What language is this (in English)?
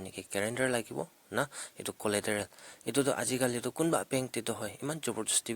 Naga Pidgin